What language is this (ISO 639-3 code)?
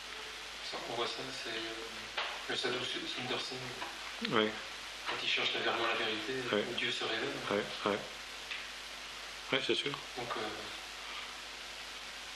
fra